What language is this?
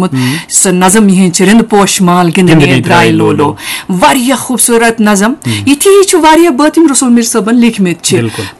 Kashmiri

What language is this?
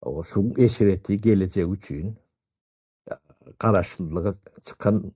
Turkmen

